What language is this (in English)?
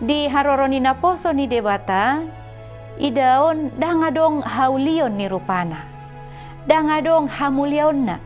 Batak Toba